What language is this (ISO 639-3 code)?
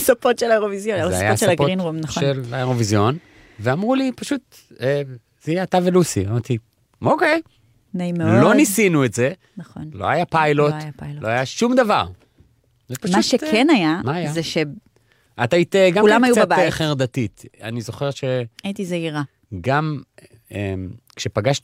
heb